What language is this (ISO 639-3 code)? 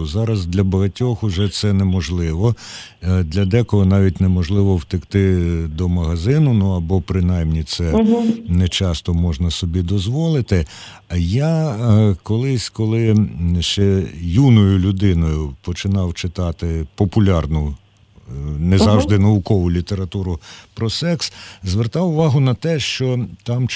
ukr